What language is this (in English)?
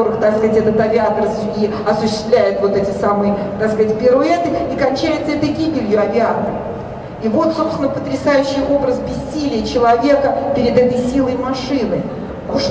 Russian